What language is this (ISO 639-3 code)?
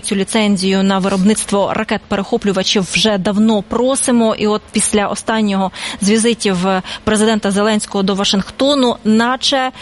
ukr